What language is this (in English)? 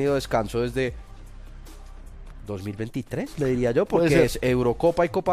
Spanish